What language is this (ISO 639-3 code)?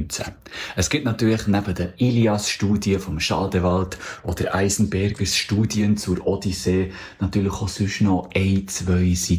gsw